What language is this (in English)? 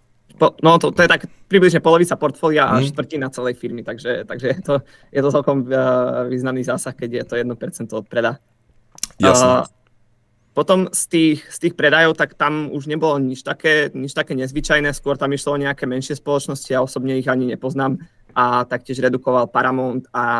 Slovak